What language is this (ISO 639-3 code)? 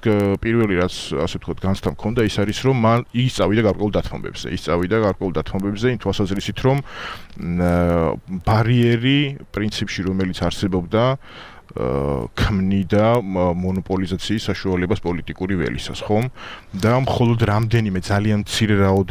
kat